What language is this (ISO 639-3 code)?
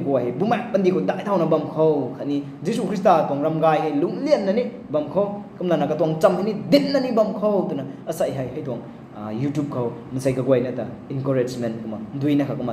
nbu